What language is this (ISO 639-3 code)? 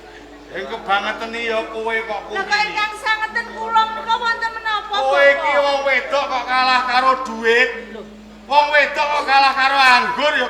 jav